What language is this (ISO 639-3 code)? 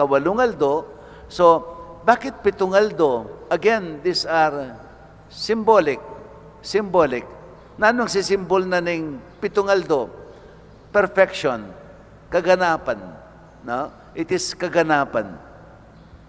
pam